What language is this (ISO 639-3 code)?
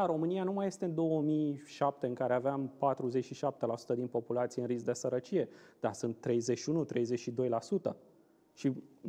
ron